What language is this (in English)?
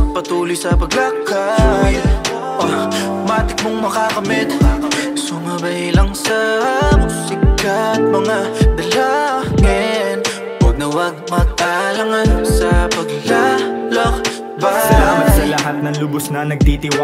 Filipino